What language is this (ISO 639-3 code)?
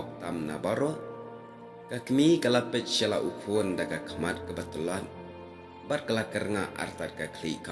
kha